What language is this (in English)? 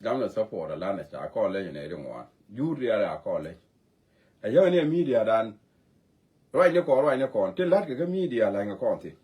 Nuer